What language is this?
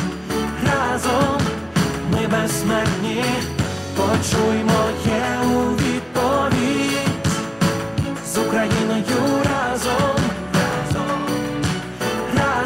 Ukrainian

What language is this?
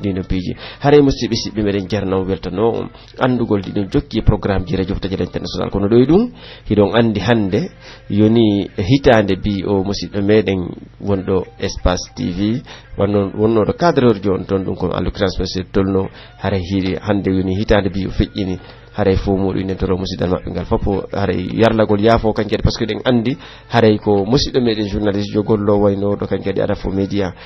Pular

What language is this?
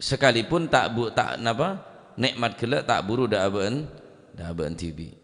Madurese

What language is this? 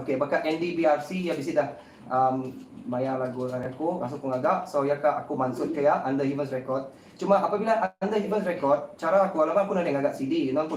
Iban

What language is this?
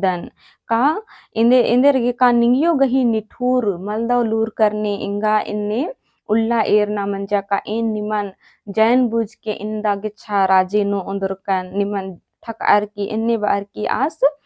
Kurukh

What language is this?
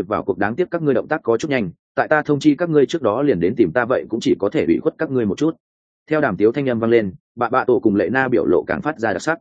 Vietnamese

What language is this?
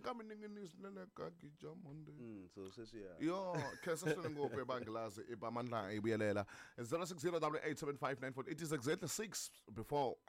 Tsonga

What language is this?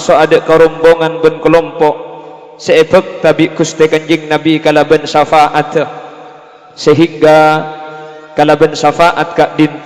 Madurese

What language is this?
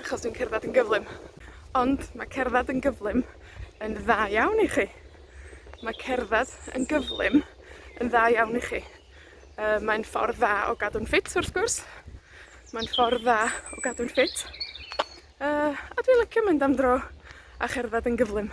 Welsh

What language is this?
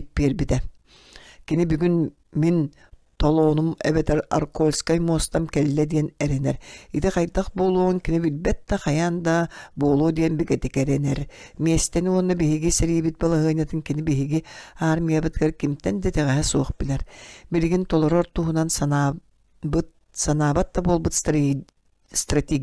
Yakut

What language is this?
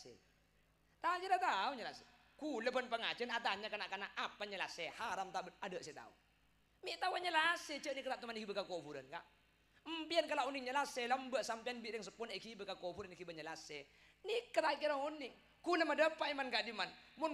Madurese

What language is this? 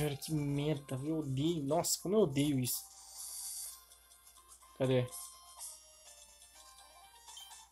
Portuguese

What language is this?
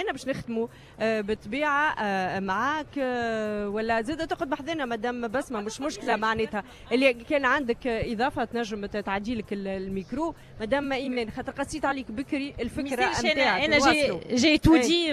Tunisian Arabic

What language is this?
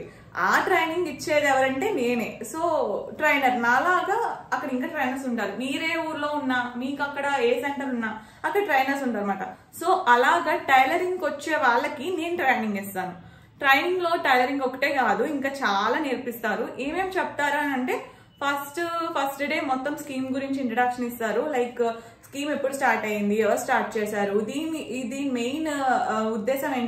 Telugu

